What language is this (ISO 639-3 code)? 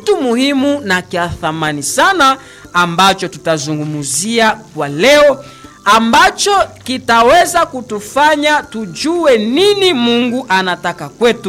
swa